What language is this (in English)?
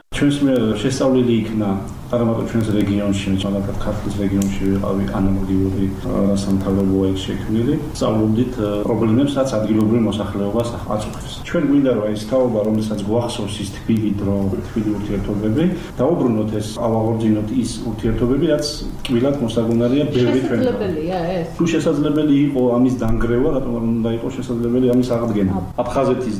Georgian